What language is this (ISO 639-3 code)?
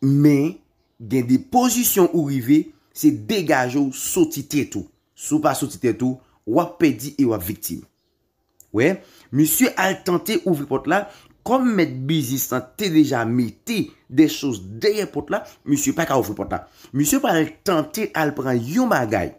hat